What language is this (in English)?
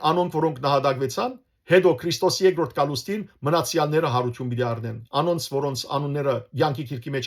Western Armenian